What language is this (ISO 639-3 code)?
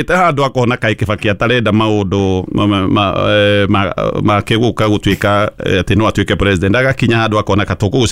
kik